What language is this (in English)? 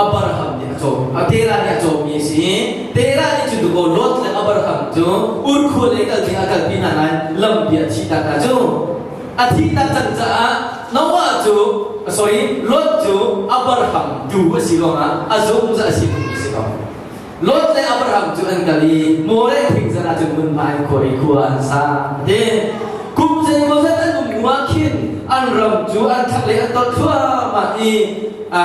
Hakha Chin